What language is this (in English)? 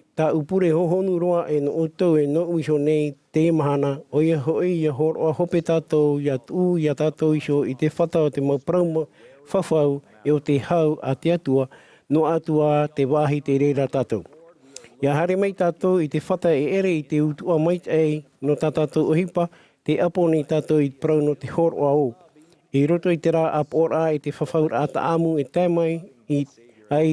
Tahitian